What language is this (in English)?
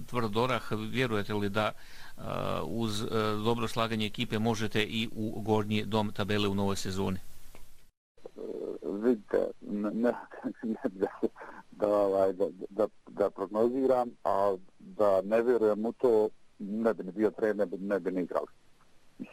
Bosnian